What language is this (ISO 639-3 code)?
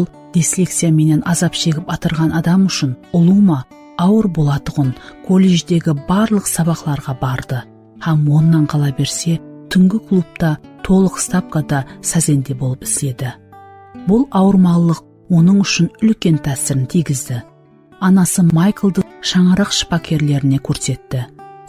kaa